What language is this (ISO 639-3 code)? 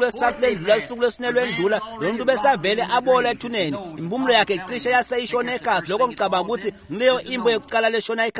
ssw